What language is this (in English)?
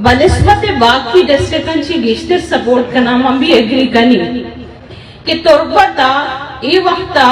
Eastern Balochi